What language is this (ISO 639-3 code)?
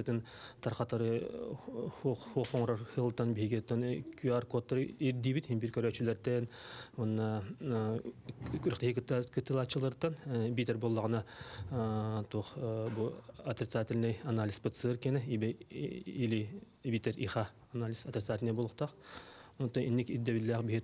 sah